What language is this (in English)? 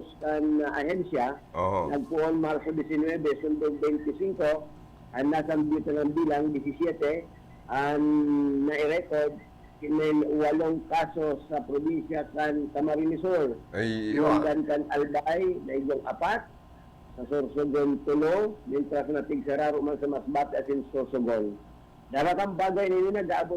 Bikol